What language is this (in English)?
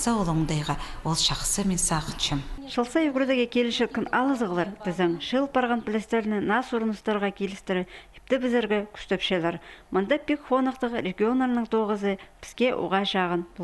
Khakas